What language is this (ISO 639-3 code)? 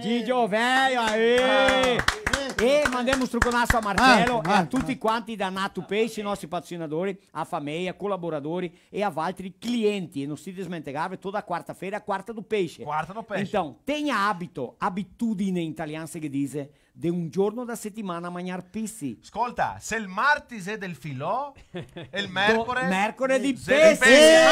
vec